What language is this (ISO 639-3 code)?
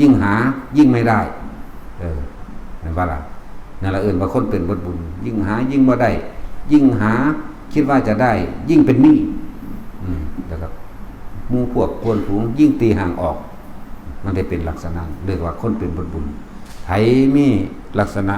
lao